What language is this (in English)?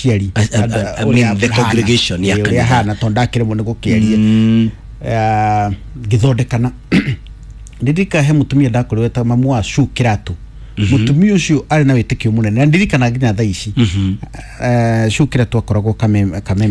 Kikuyu